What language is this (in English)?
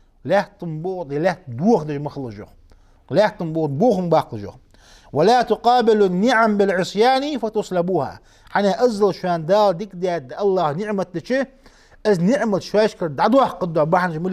Ingush